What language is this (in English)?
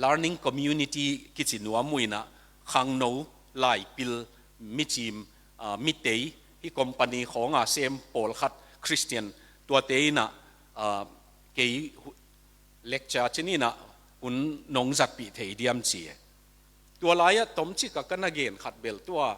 Tedim Chin